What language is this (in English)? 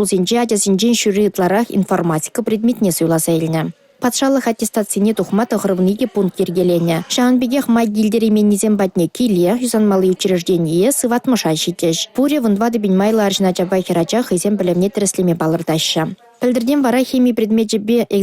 Chuvash